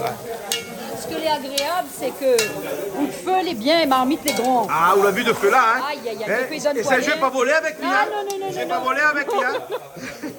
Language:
Réunion Creole French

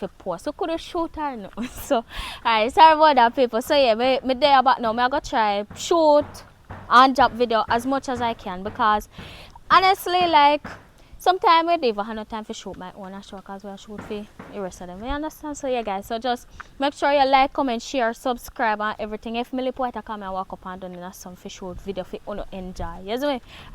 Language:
Jamaican Creole English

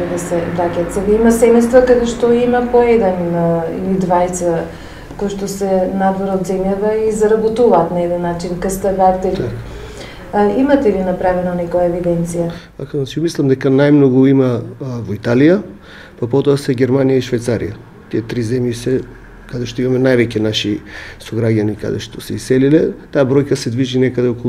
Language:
Macedonian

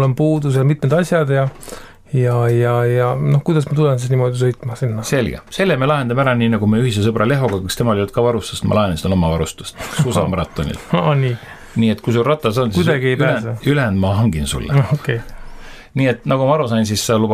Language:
Estonian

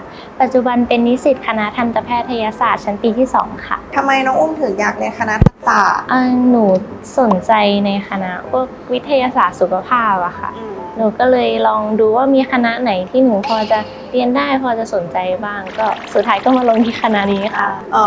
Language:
Thai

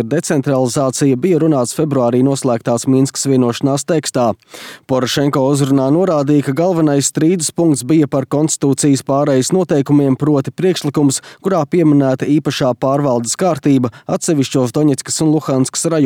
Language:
Latvian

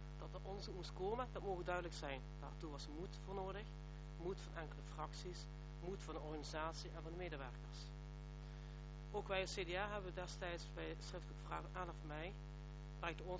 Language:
Dutch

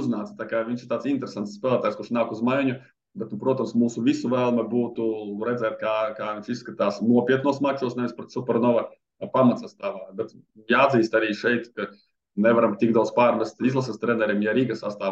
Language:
Latvian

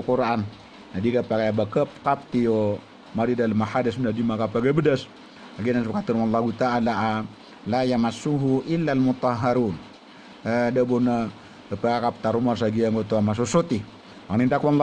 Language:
Maranao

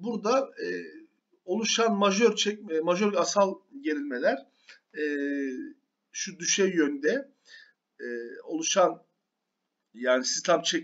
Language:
Turkish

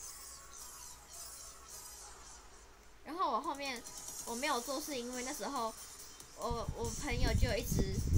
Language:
Chinese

